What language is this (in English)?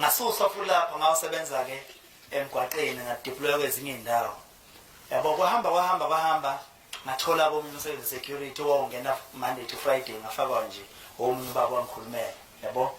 Zulu